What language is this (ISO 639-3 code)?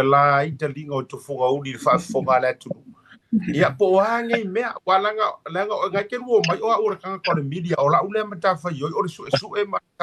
smo